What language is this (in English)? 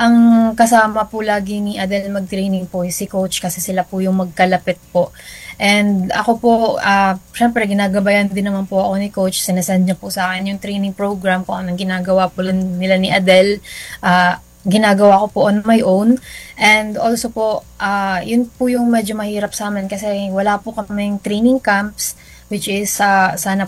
Filipino